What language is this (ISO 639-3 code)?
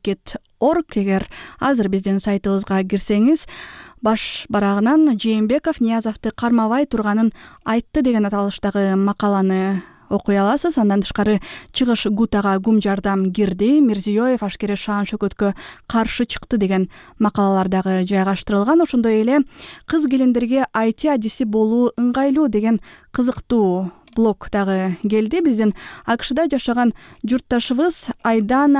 kir